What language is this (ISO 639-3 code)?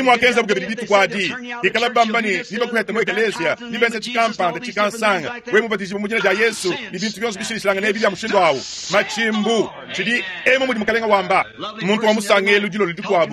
lua